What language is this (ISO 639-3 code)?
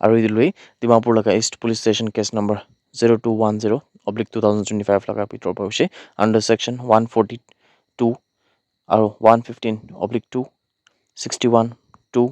nag